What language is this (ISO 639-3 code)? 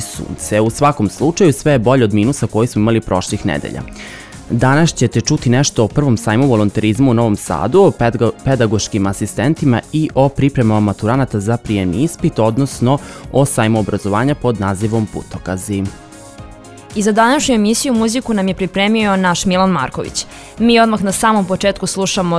srp